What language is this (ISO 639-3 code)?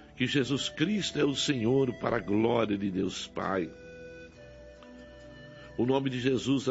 por